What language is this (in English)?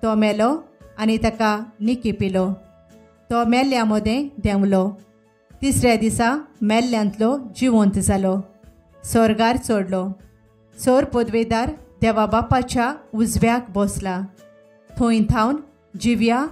Konkani